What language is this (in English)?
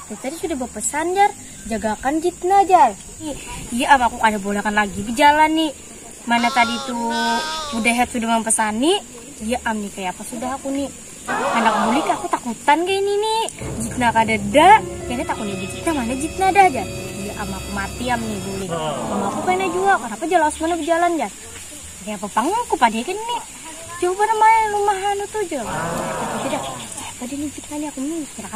Banjar